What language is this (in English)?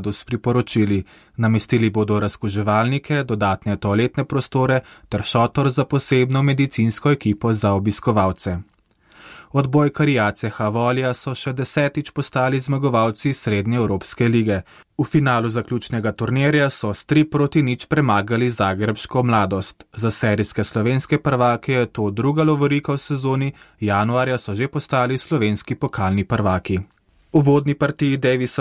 Slovenian